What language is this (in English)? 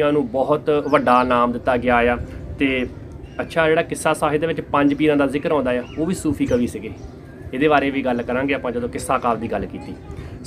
Punjabi